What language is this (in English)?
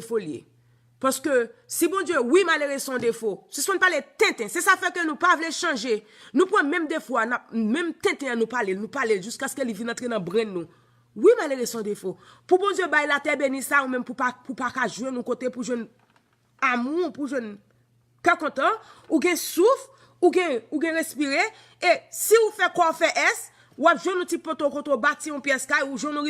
Haitian Creole